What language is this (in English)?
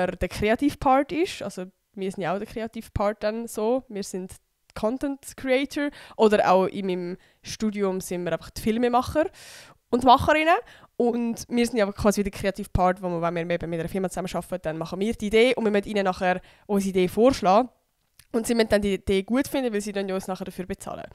Swiss German